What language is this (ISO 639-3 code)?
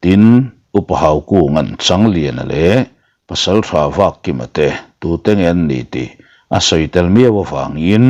lus